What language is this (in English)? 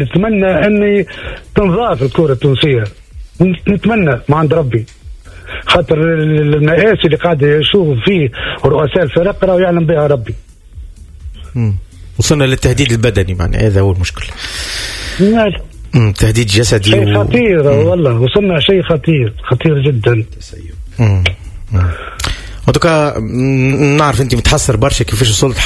Tunisian Arabic